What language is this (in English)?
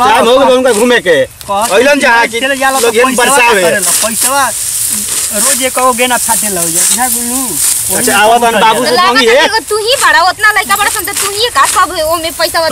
Bhojpuri